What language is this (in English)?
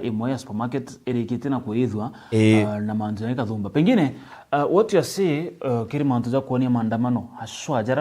Meru